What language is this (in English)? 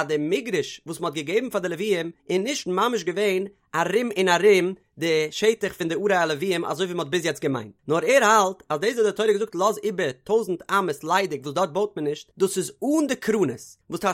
Yiddish